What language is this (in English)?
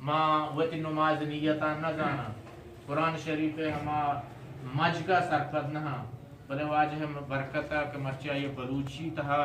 Eastern Balochi